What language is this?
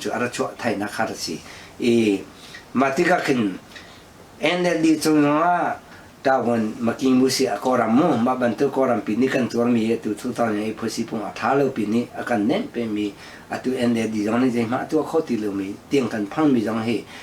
Hakha Chin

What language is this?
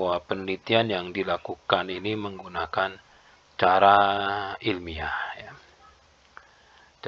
Indonesian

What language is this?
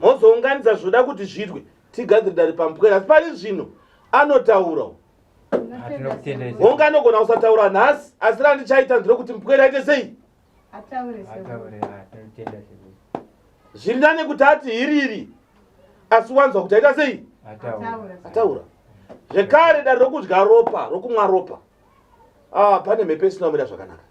Shona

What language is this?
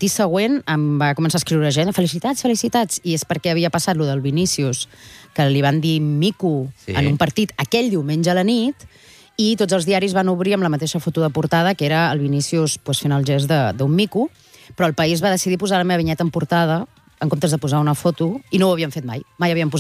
Catalan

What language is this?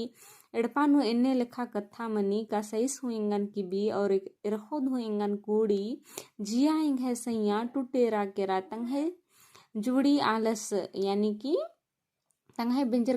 Kurukh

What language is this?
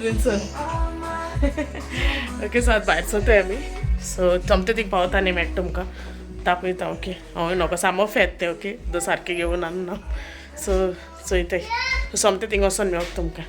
Konkani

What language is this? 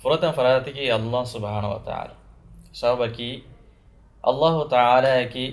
Divehi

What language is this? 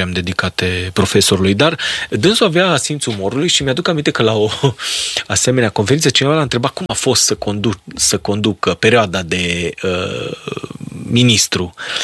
Romanian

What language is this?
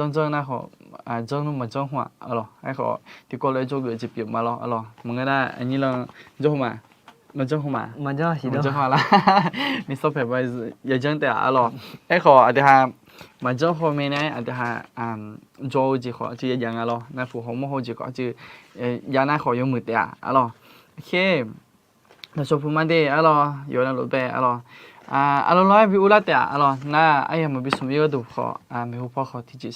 Akha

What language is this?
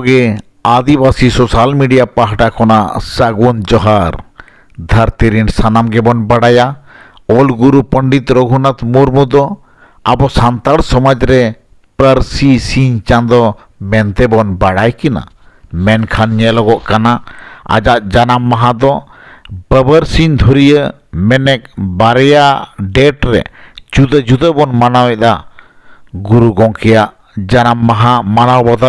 Santali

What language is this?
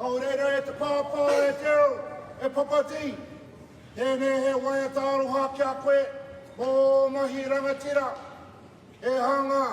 Māori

